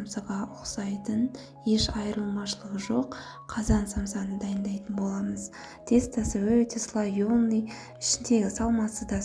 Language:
Kazakh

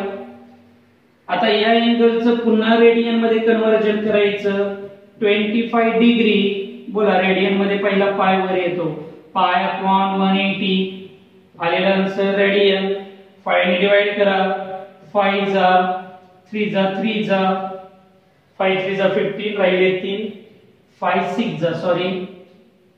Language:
Marathi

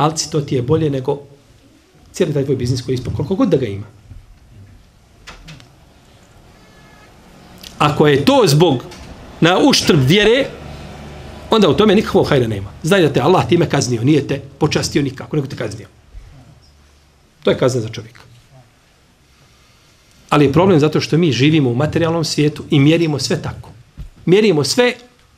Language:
Bosnian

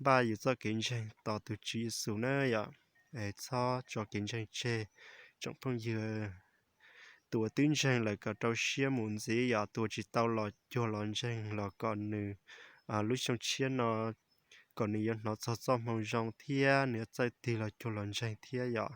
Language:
Hmong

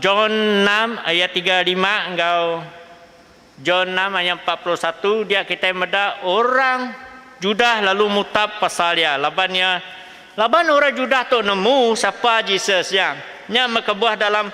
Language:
Iban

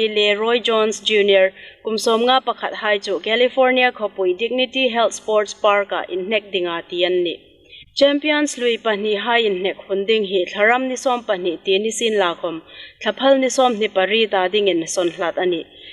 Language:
Hmar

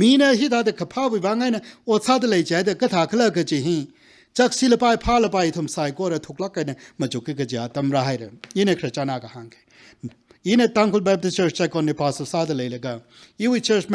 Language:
Tangkhul Naga (India)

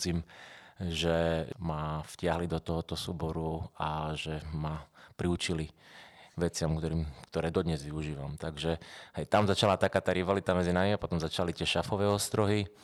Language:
Slovak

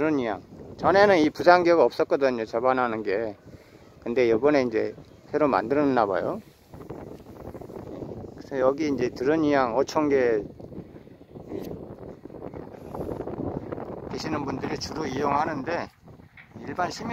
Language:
Korean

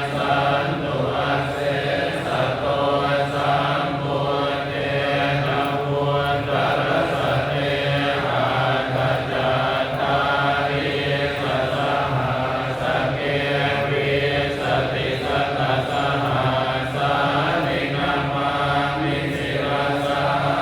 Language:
Pali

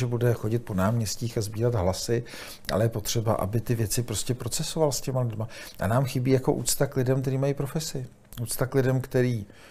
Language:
Czech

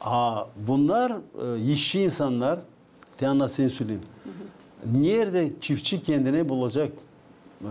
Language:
Gagauz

